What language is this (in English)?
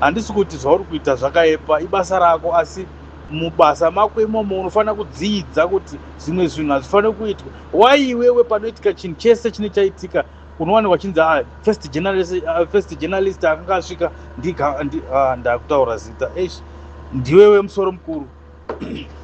Shona